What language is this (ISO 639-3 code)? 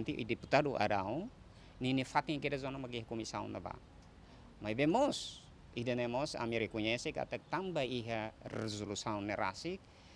tet